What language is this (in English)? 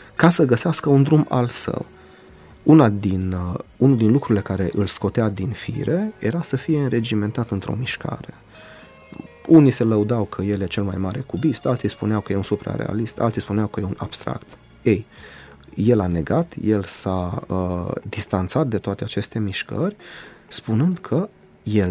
Romanian